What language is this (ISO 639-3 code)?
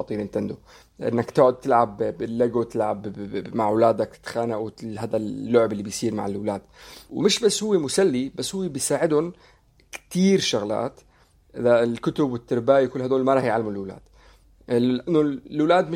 apc